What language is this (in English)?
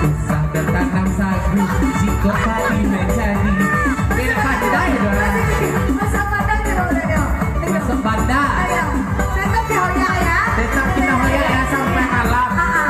Minangkabau